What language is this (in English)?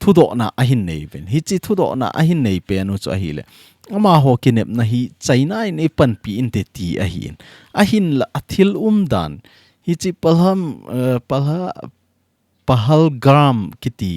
Thado Chin